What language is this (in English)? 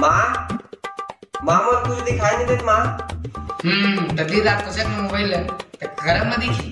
Chhattisgarhi